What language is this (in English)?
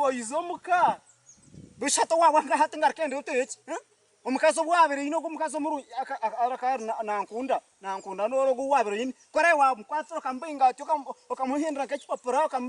Nyankole